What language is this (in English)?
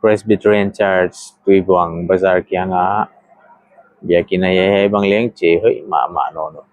Paite Chin